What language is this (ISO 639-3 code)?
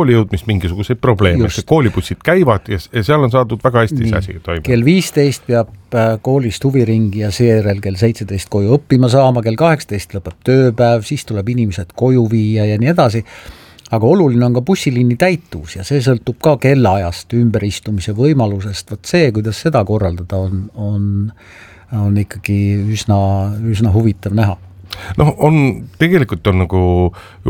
est